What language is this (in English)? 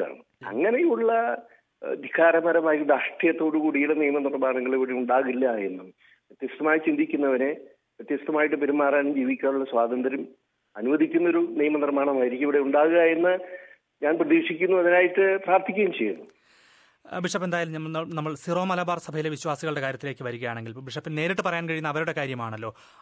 Malayalam